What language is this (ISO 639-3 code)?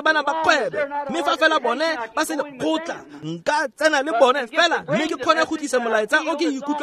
tsn